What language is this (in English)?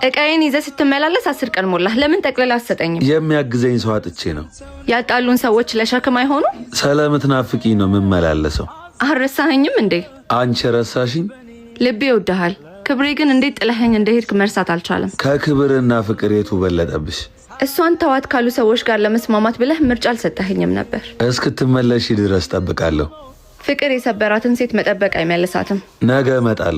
Amharic